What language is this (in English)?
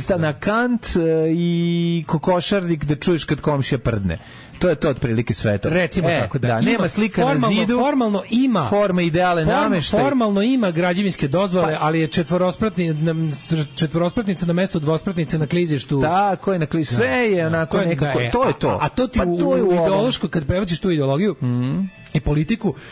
Serbian